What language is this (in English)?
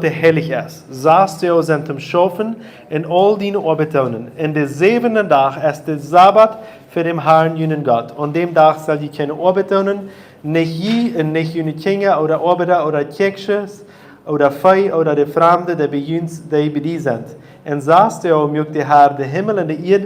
Plautdietsch